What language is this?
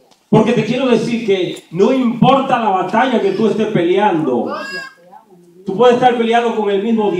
Spanish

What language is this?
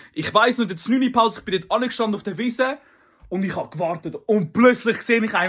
Swiss German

